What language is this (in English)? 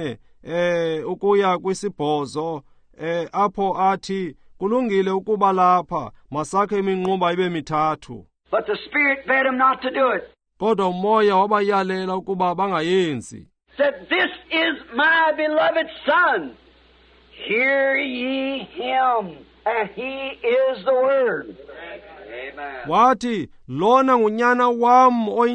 Xhosa